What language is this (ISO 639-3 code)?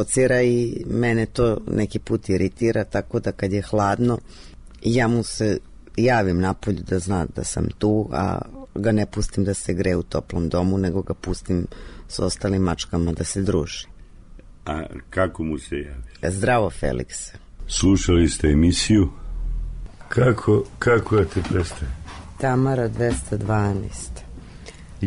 srp